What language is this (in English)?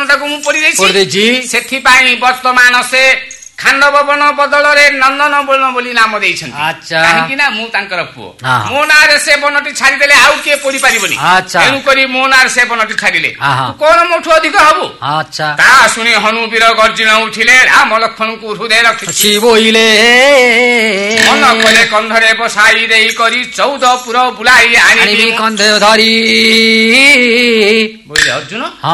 Odia